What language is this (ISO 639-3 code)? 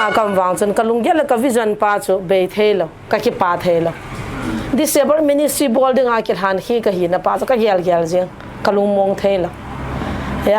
pck